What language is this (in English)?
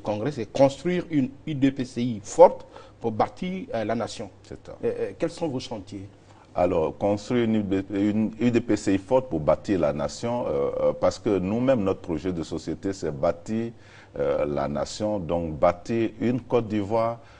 French